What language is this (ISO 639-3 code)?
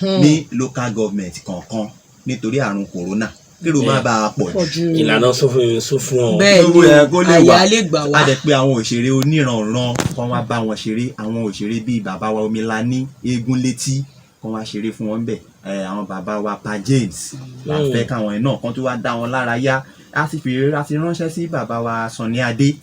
yor